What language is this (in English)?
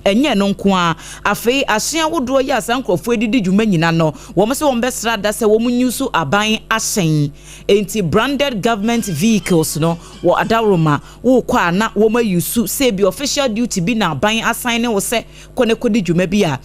Akan